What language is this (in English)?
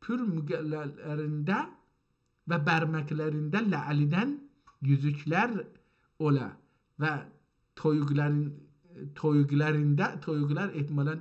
South Azerbaijani